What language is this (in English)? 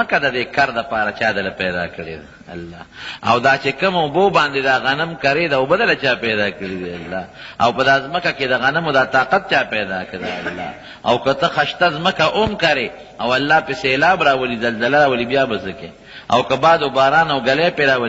Pashto